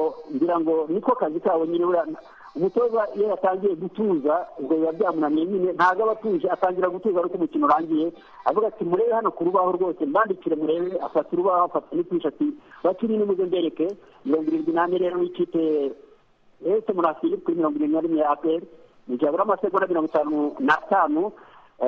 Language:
Kinyarwanda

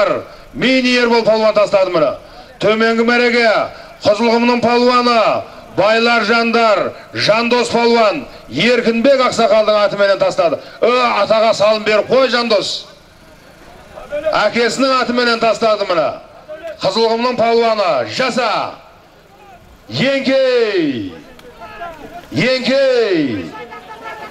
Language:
Kazakh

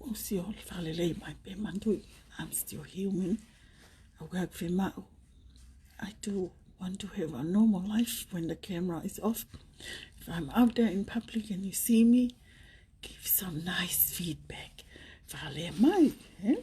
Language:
Tongan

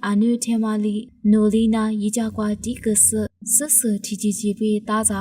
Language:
Lisu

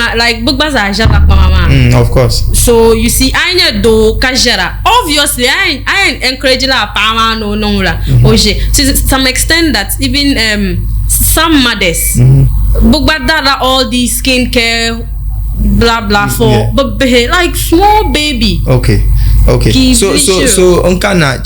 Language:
Dagbani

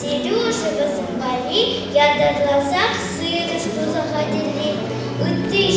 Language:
Chuvash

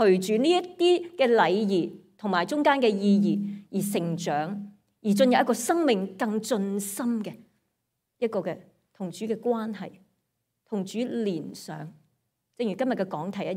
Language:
Cantonese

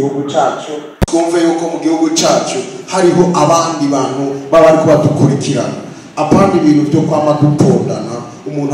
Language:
Rundi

